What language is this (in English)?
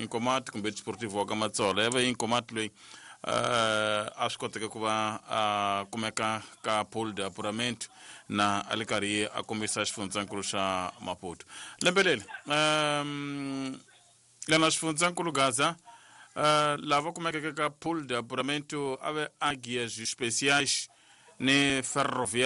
Tsonga